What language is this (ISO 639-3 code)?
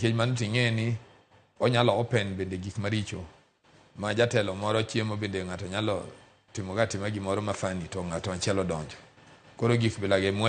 luo